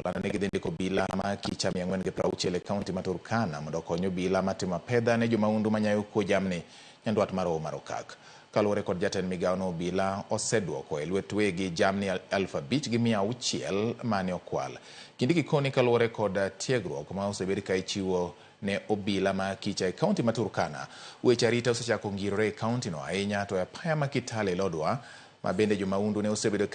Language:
Luo (Kenya and Tanzania)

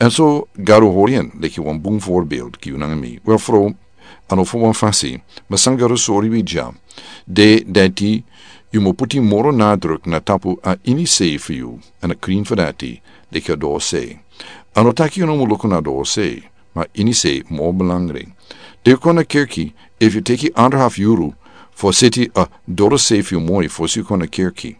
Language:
Sranan Tongo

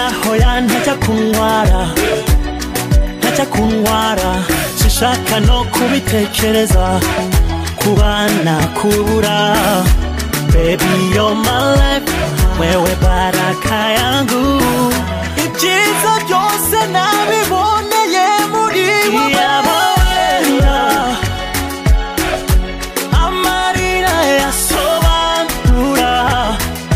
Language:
Kinyarwanda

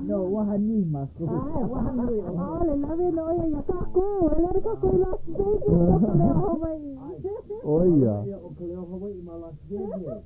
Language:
Hawaiian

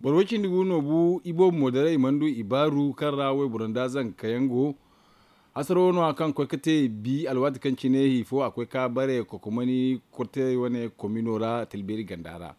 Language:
Zarma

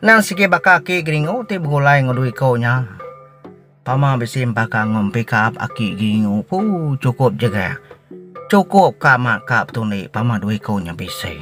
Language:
Iban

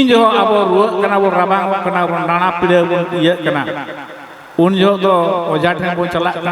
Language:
Santali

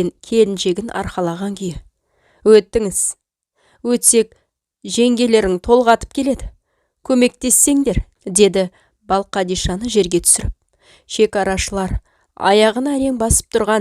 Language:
Kazakh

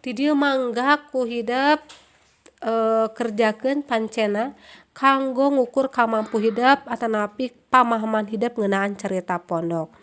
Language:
Sundanese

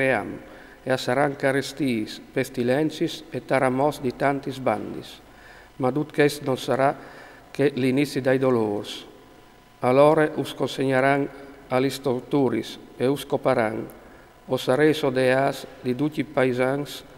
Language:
Friulian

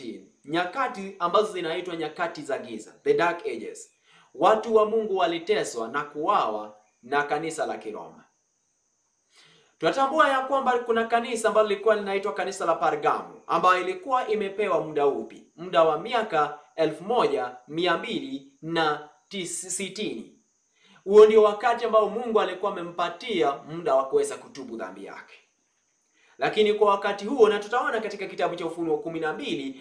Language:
Swahili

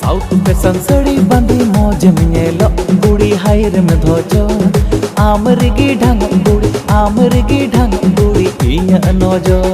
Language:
Santali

